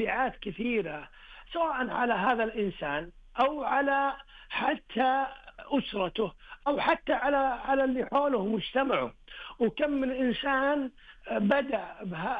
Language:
Najdi Arabic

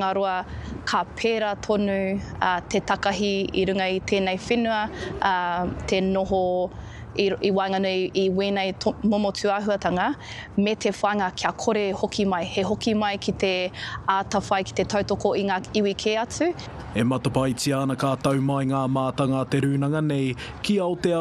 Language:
Māori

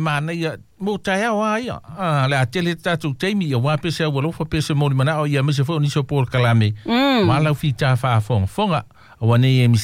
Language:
Samoan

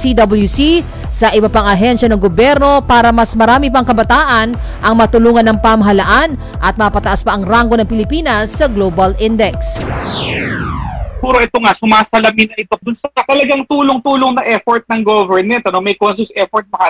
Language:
Filipino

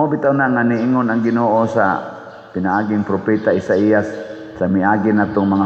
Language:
Cebuano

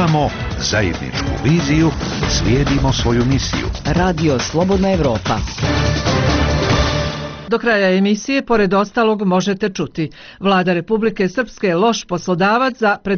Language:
Bosnian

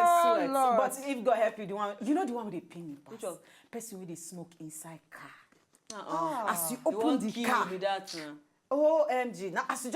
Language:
Nigerian Pidgin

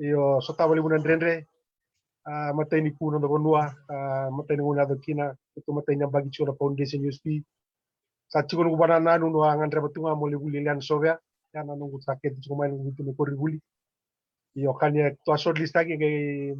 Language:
Fijian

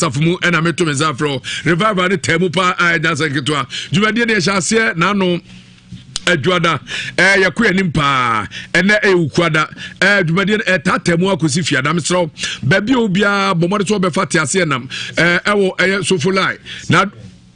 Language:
Akan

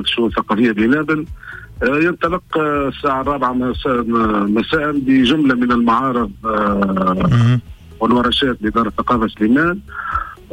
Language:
Tunisian Arabic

